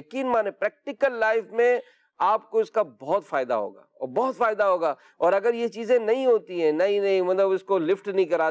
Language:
Urdu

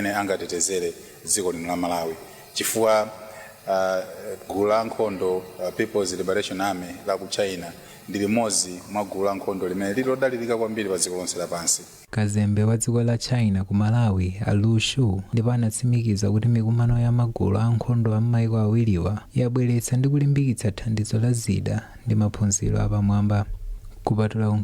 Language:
Nyanja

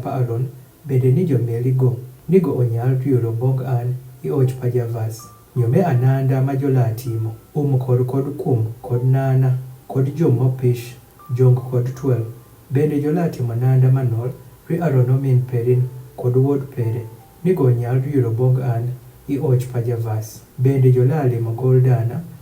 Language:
Adhola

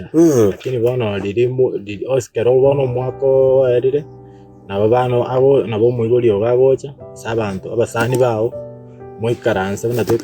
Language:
Gusii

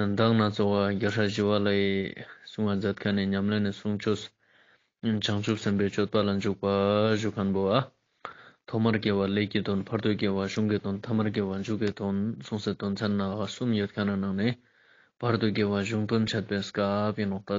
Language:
Ladakhi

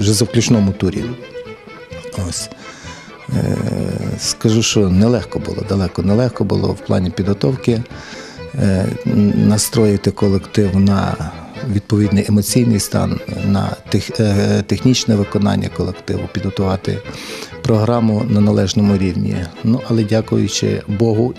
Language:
Ukrainian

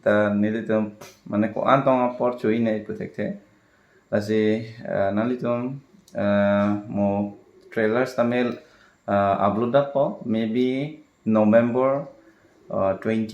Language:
Karbi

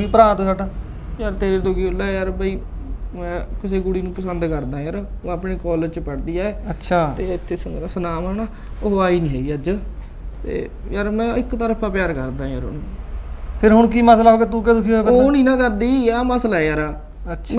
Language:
Punjabi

